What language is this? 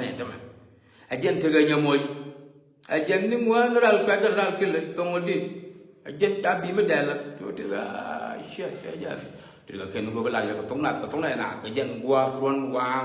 Nuer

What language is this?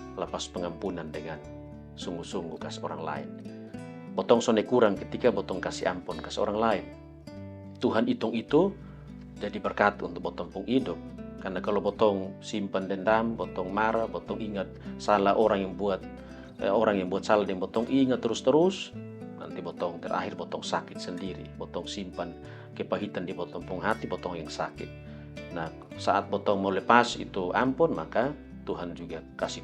Kupang Malay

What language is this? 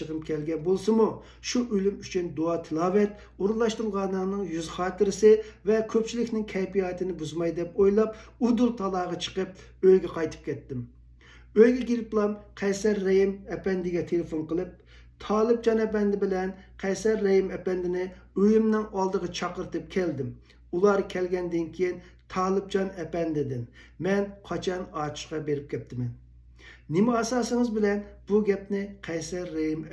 Uyghur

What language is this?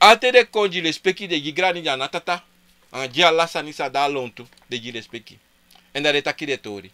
Sranan Tongo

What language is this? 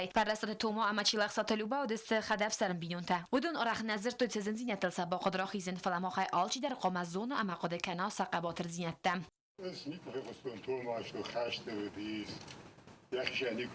Ossetic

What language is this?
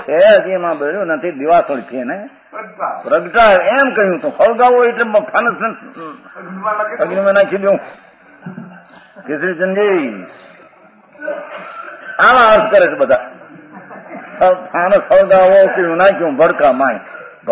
Gujarati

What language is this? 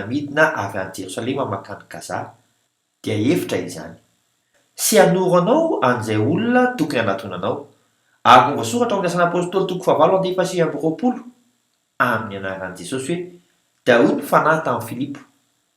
Malagasy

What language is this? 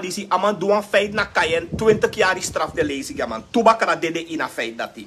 Sranan Tongo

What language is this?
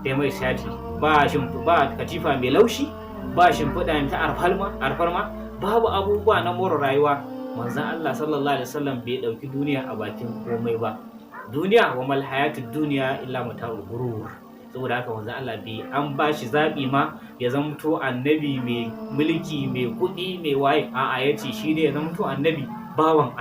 Hausa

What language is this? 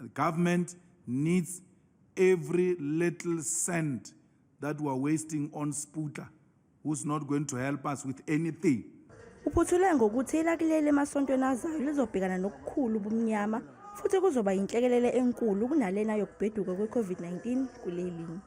Zulu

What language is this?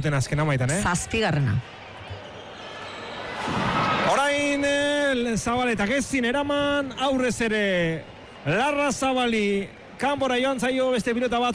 Basque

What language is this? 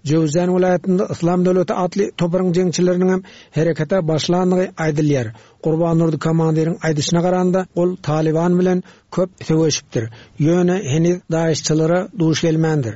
Turkmen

